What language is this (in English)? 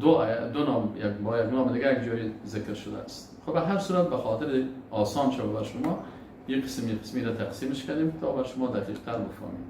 Persian